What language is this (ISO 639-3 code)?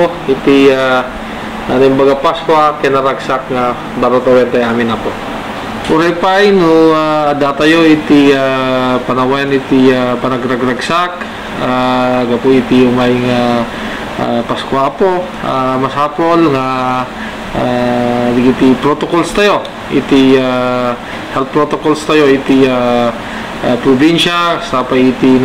ilo